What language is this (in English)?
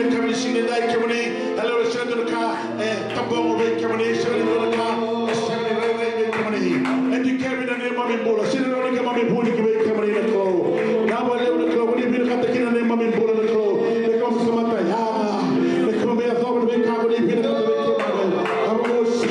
Fijian